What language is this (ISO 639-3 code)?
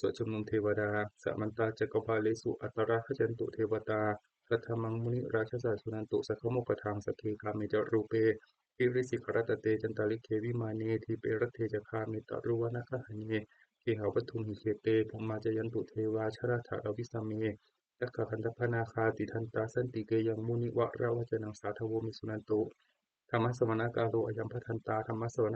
pli